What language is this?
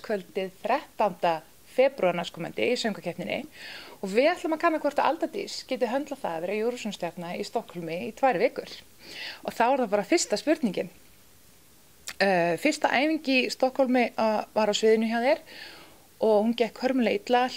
Icelandic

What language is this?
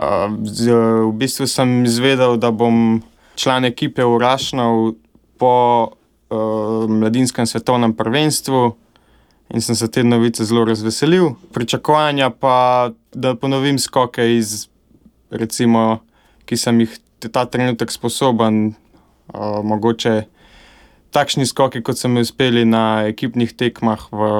Slovenian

